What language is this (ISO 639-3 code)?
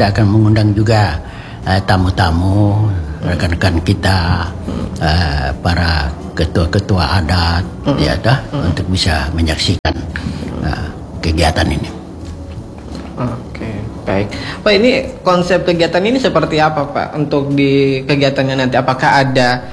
ind